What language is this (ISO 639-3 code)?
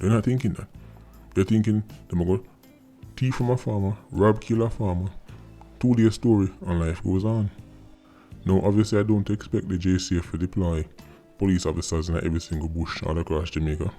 jam